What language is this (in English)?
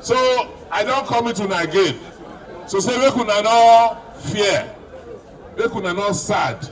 Nigerian Pidgin